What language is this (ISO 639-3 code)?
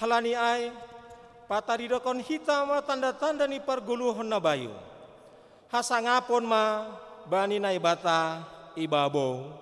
bts